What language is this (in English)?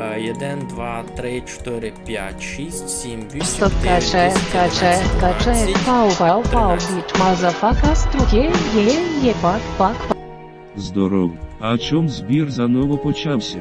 Rusyn